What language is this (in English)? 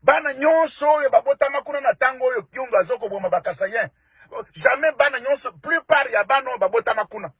Lingala